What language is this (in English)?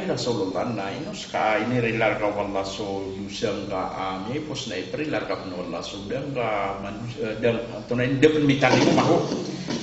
Maranao